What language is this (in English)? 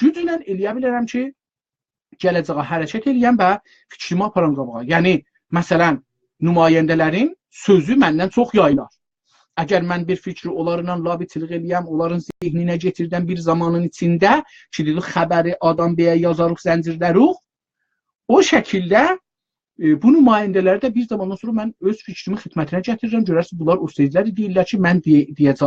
South Azerbaijani